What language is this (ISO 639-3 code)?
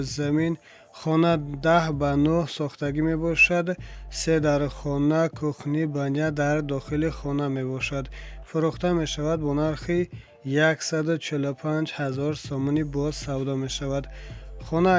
tgk